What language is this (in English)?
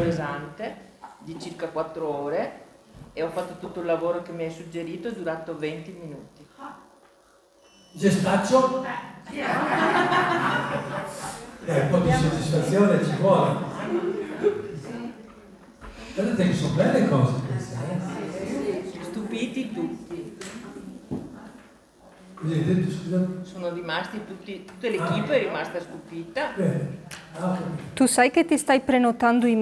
Italian